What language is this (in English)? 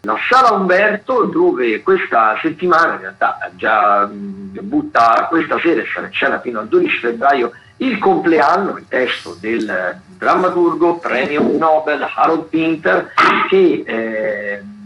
Italian